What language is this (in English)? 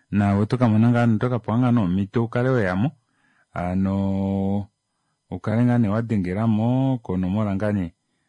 Kuanyama